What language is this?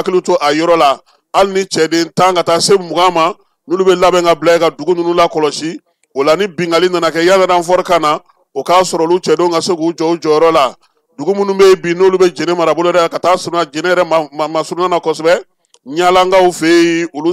Bambara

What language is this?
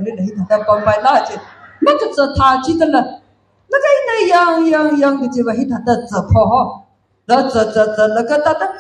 Tangkhul Naga (India)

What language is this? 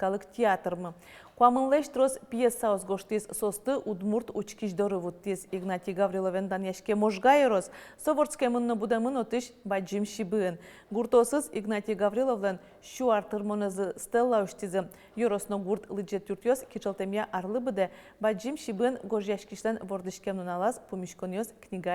Udmurt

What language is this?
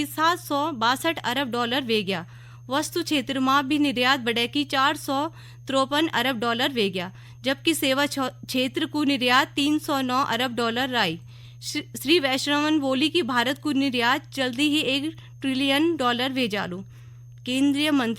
Garhwali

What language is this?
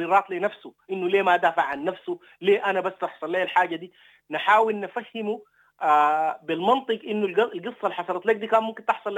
Sudanese Arabic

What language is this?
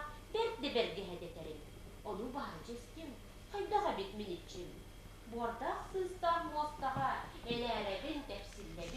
Yakut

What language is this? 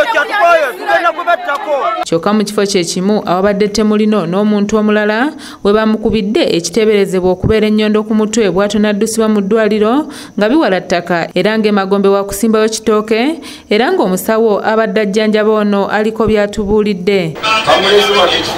Ganda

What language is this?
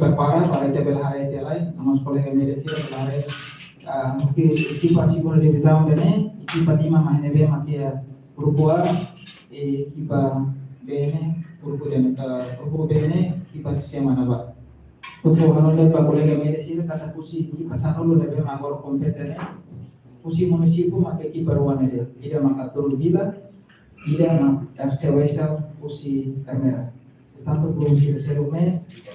Tetum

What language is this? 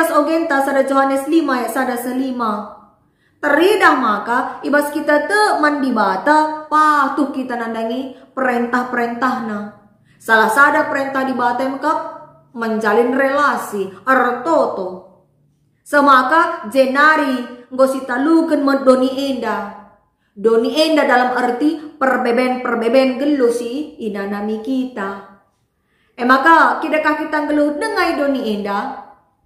Batak Karo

